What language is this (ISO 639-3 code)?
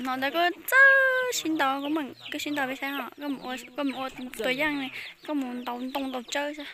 hmn